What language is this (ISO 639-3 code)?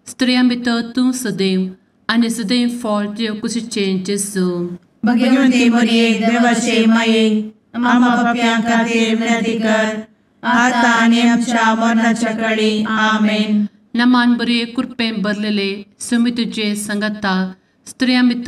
kok